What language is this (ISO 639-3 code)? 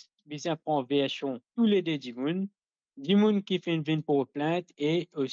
mfe